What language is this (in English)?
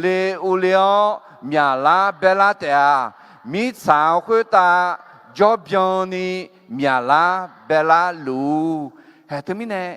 Akha